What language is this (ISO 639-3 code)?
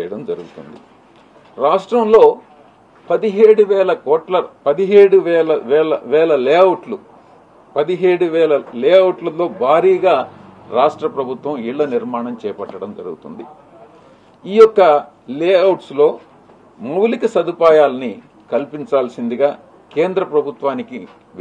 tel